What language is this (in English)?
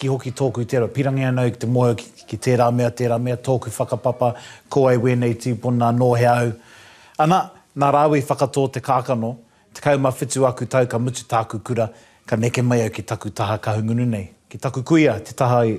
Māori